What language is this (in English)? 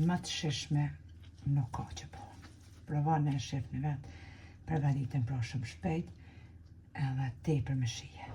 Albanian